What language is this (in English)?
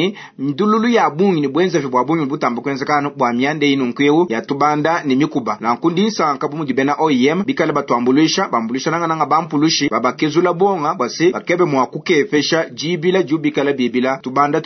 Luba-Lulua